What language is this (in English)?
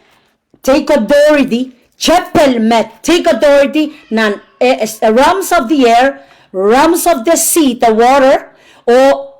Pohnpeian